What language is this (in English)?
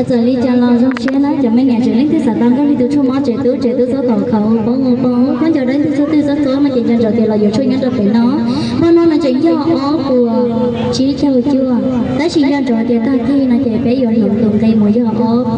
Hmong